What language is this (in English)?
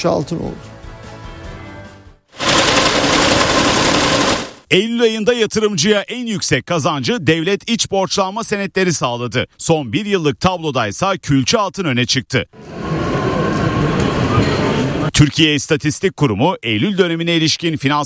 Turkish